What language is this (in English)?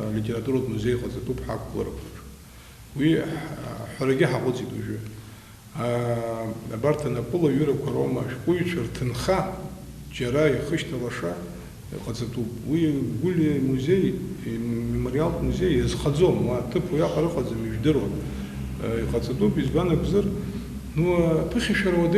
Abkhazian